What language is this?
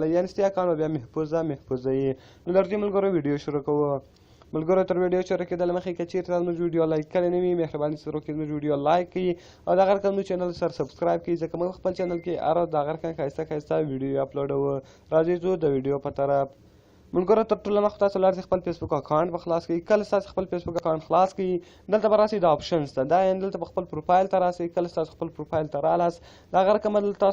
Pashto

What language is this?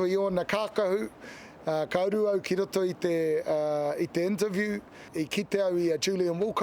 Māori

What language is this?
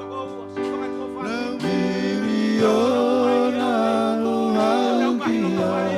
Tongan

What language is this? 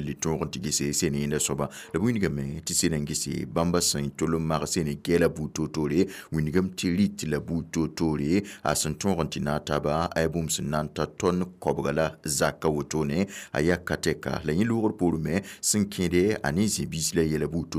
Mossi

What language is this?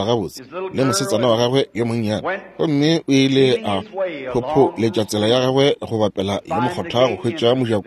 Northern Sotho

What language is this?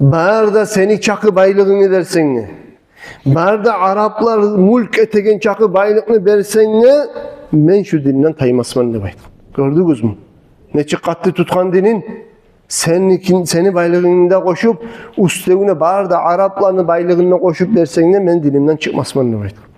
Kumyk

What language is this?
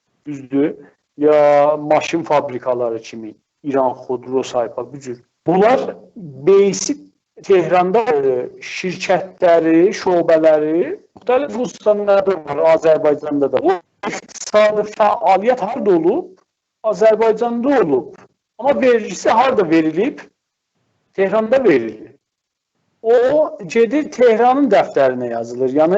South Azerbaijani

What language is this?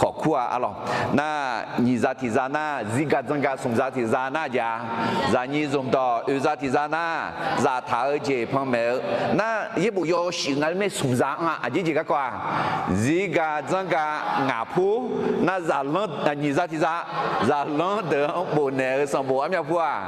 Akha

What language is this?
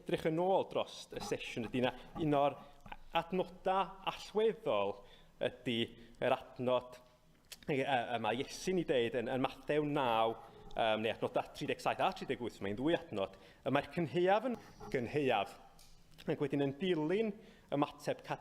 Welsh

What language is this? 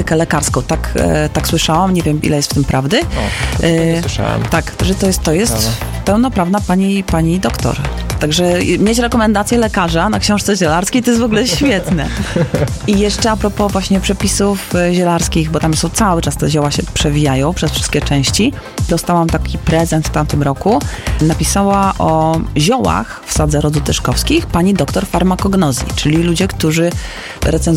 Polish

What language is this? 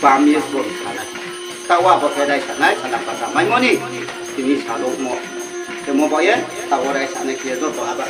Riang (India)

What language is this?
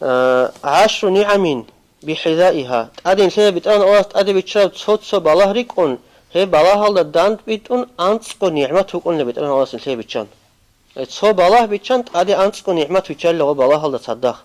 Avaric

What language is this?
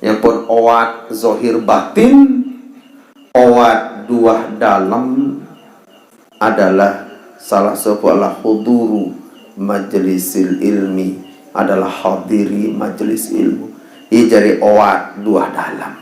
Sasak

